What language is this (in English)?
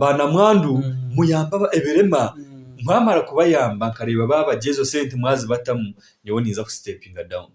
Nyankole